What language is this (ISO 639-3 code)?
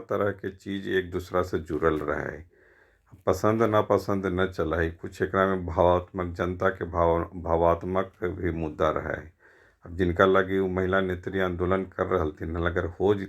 mag